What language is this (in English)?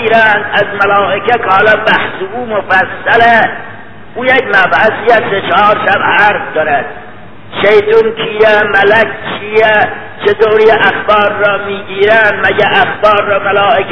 Persian